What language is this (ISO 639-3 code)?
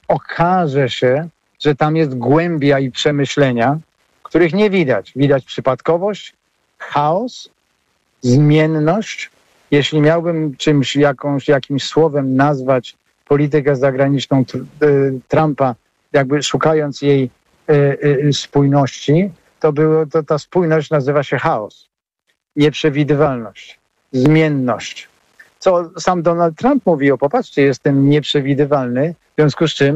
pol